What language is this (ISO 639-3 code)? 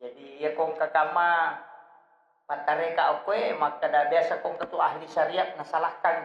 bug